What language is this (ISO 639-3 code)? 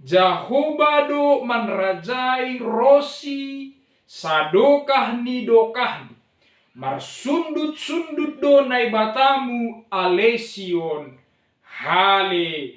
bts